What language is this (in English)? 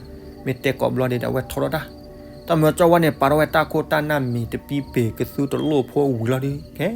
S'gaw Karen